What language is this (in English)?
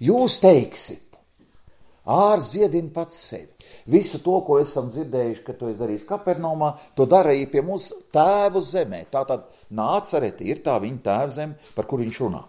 Latvian